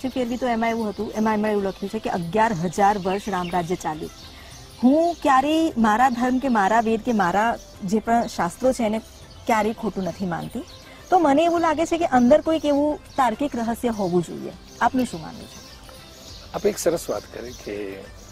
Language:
Gujarati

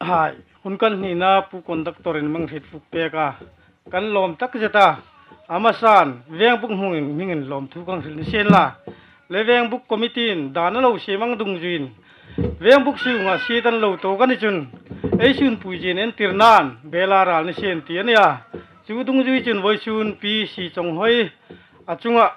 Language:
Hmar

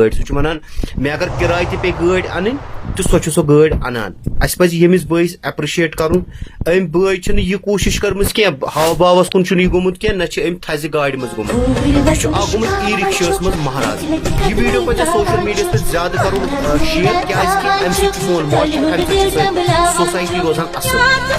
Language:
Kashmiri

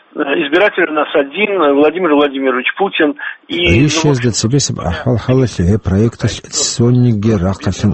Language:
Avaric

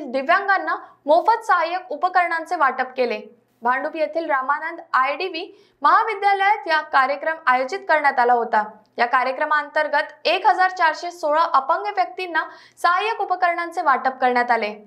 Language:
Marathi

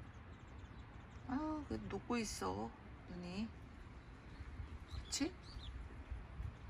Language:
Korean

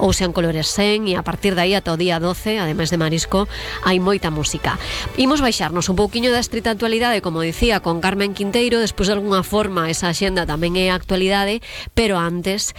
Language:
Galician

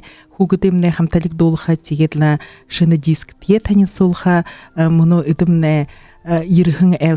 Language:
Buriat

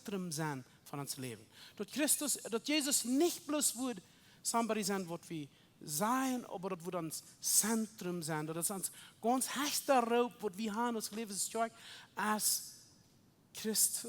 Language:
Plautdietsch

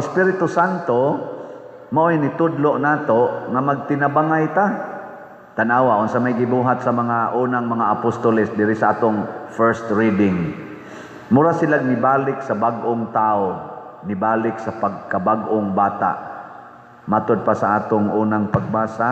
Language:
Cebuano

